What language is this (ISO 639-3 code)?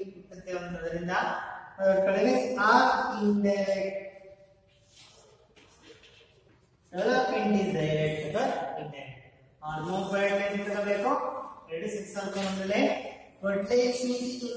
kan